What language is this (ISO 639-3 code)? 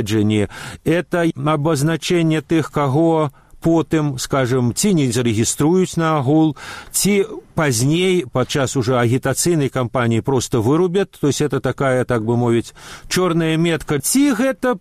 bel